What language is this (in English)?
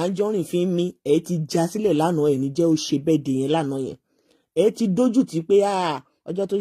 Yoruba